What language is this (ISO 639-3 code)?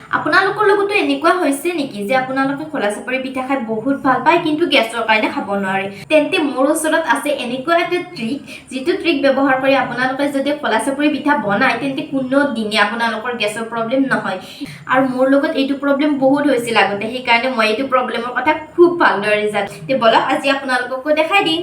asm